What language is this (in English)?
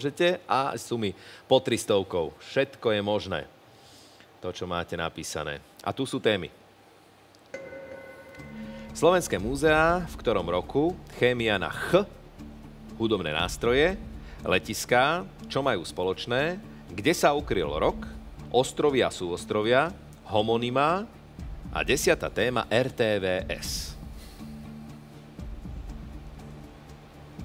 Slovak